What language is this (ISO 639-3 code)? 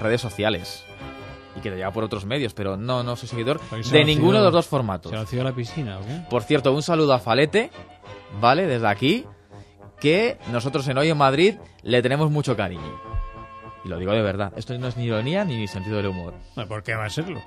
spa